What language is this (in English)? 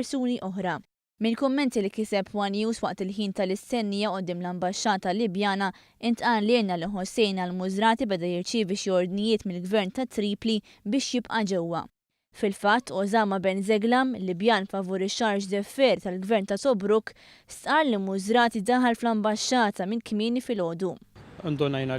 Maltese